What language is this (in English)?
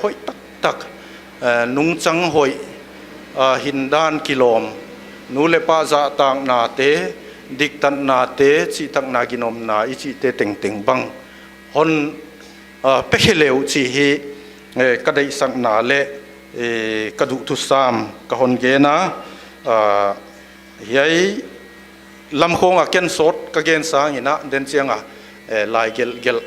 Paite Chin